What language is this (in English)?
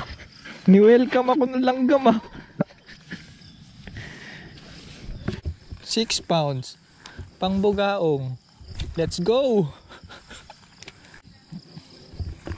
Filipino